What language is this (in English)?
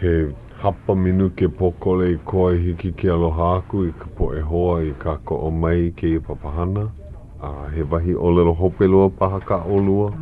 Hawaiian